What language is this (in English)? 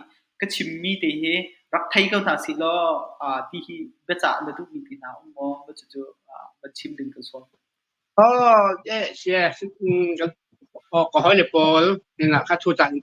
Hakha Chin